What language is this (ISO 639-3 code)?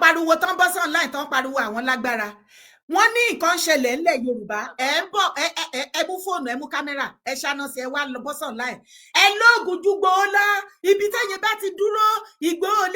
yor